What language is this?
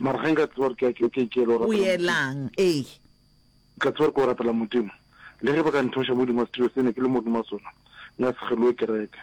Northern Sotho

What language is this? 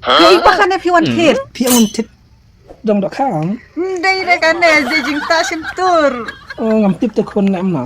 Khasi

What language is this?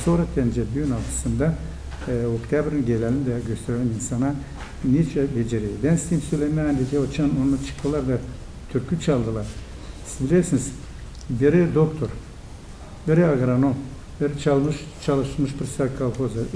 Gagauz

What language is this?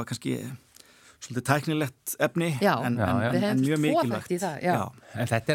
Icelandic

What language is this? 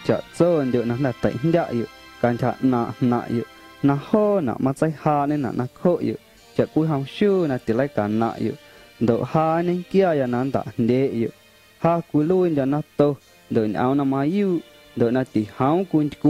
Guerrero Amuzgo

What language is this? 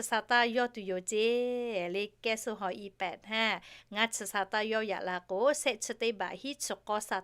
Lahu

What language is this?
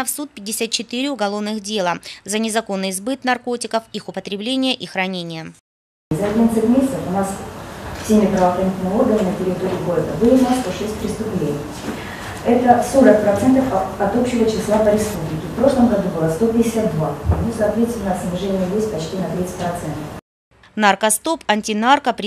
Russian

